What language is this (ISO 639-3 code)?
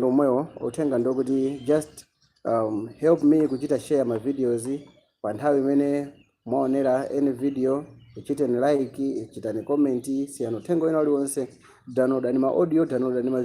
nya